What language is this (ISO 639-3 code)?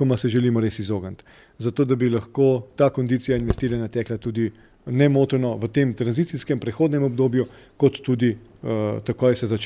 slv